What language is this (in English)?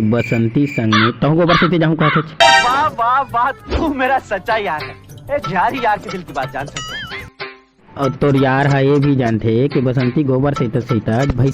Chhattisgarhi